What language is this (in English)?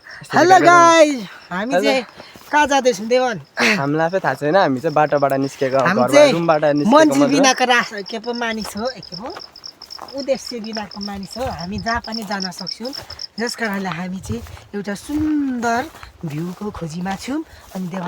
Nepali